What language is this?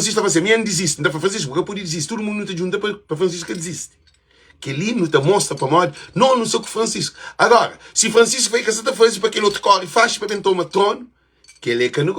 Kabuverdianu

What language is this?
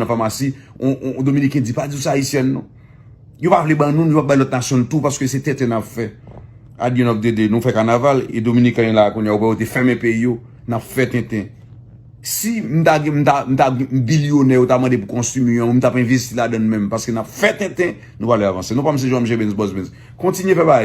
Haitian Creole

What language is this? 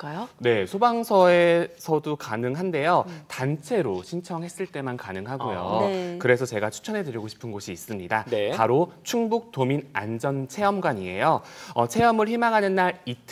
Korean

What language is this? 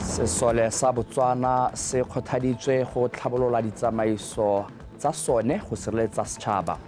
Tswana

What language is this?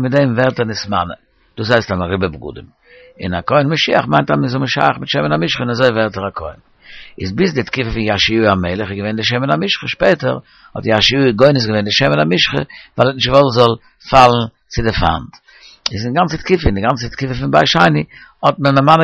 Yiddish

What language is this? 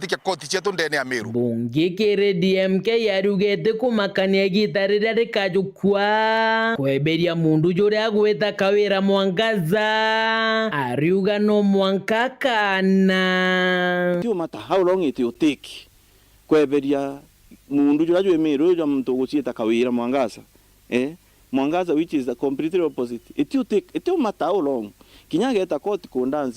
Meru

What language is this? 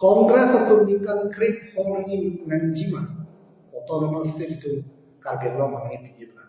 Karbi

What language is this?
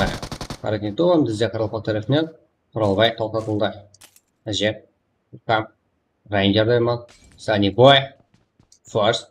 Kara-Kalpak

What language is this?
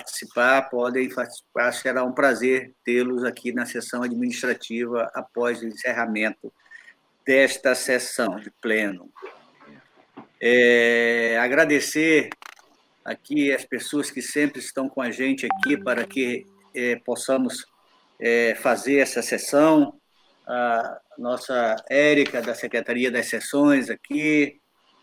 Portuguese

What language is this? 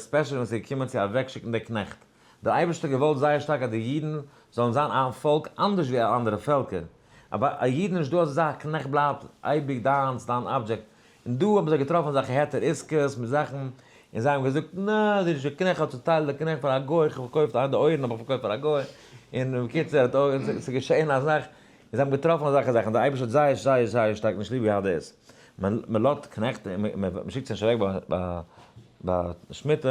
Yiddish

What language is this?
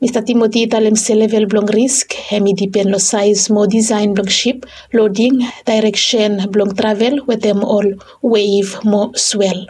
Bislama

